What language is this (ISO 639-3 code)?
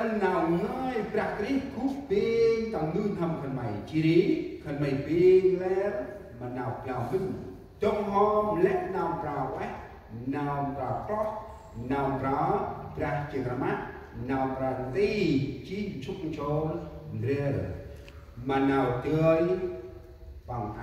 cmo